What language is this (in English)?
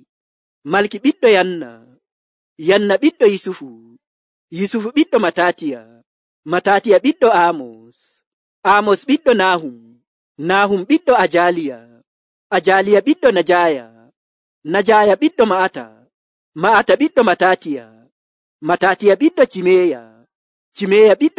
Nigerian Fulfulde